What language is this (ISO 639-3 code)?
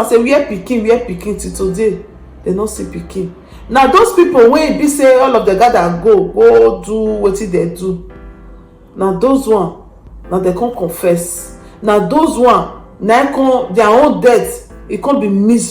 pcm